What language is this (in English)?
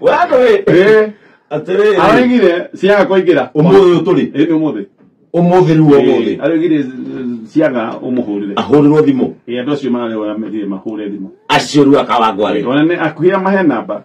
Kikuyu